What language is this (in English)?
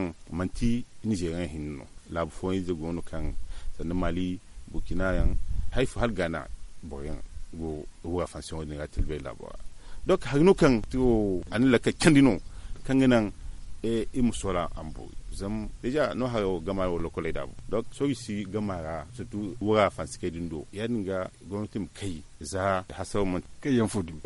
Zarma